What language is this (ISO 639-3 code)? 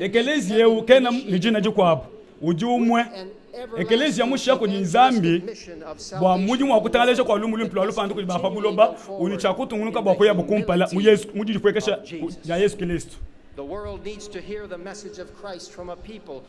lua